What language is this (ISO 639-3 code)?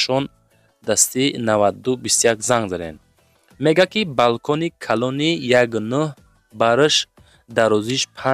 tgk